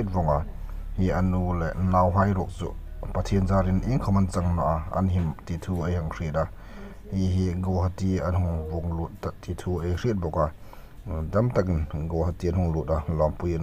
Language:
Hmar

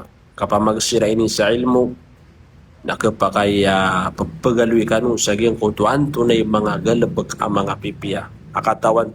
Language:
Maranao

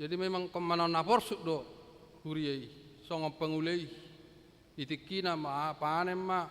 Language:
Batak Toba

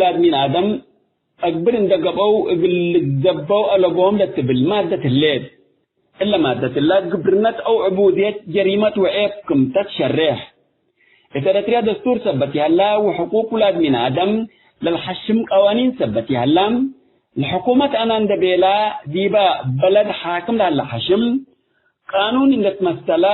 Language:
Tigre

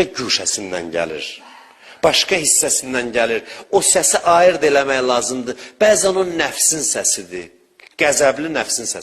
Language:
Azerbaijani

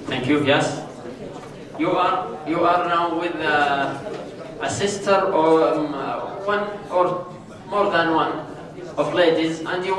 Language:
English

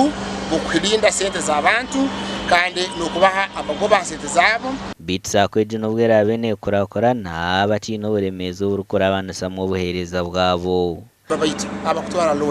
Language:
Nyankole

